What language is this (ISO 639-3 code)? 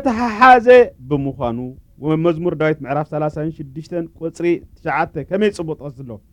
tir